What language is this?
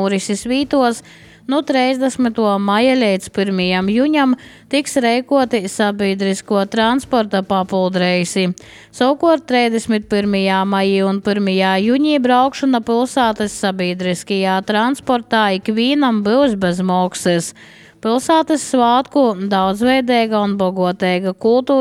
Latvian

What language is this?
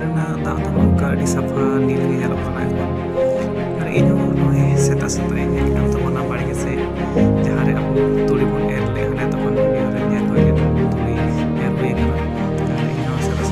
Santali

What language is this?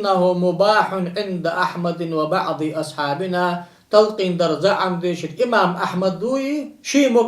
Ingush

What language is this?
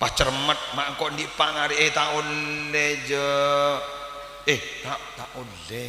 Madurese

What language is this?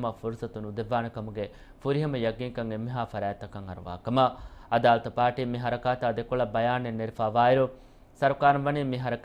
Divehi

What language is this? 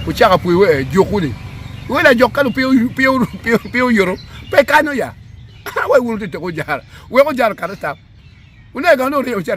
Acoli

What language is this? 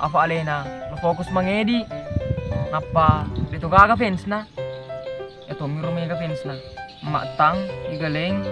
Buginese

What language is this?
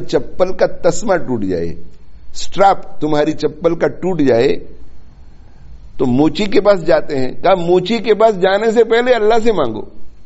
Urdu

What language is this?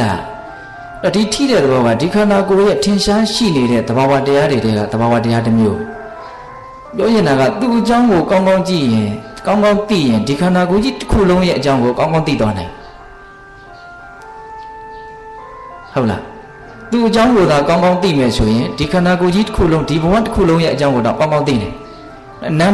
Burmese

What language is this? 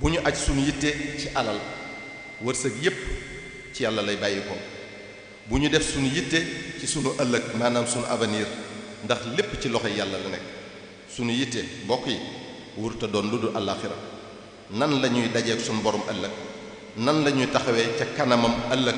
Wolof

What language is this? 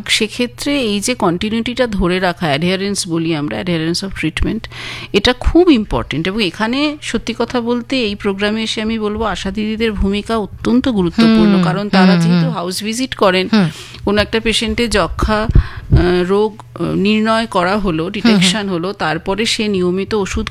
Bangla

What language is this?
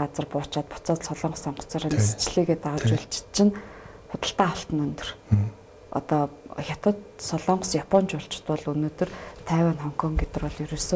Mongolian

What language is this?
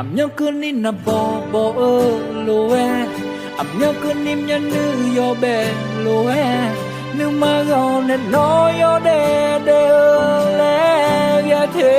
Akha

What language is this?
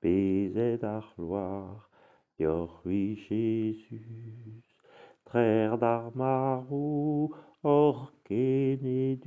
Breton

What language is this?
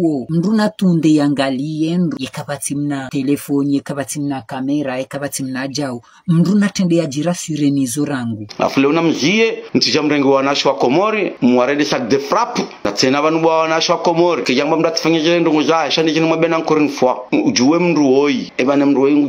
Ngazidja Comorian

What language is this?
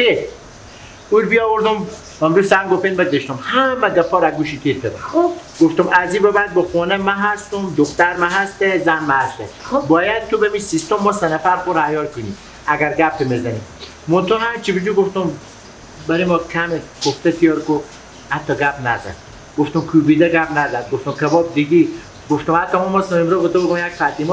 Persian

